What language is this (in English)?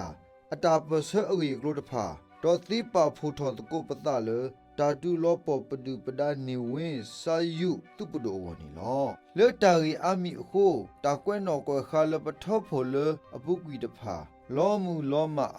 S'gaw Karen